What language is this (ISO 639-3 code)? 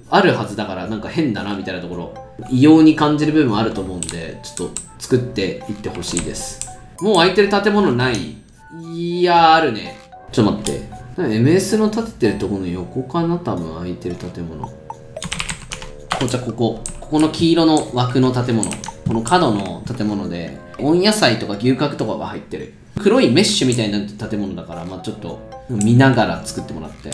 jpn